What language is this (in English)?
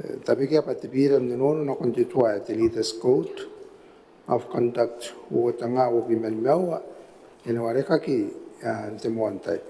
Gilbertese